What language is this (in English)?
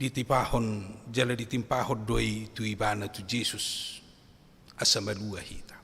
Batak Toba